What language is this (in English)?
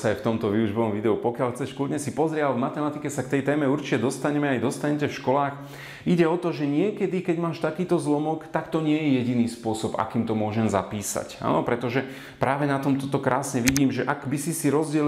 Slovak